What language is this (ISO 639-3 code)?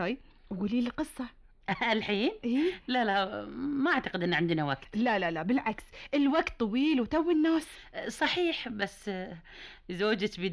afb